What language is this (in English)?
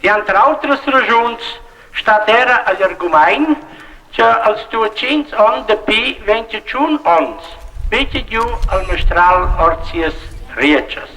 Romansh